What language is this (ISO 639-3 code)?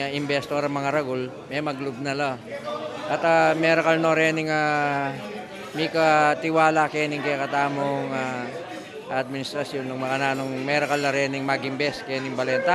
pam